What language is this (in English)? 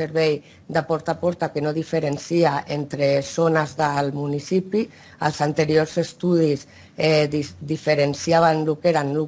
Catalan